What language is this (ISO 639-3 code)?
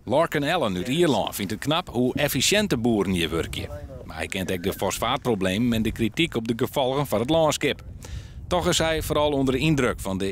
fry